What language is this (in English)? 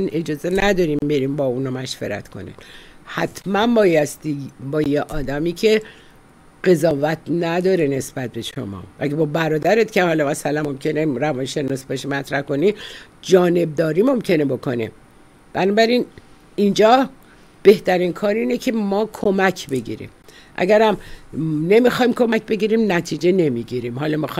Persian